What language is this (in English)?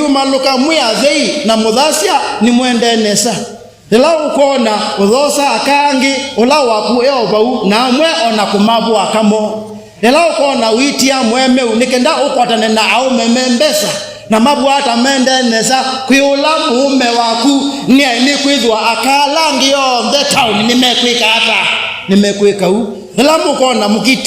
Kamba